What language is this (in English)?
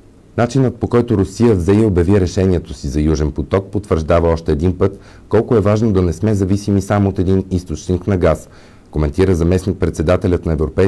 Bulgarian